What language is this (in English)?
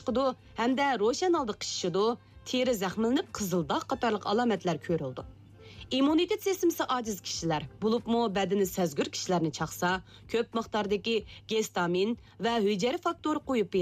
Uyghur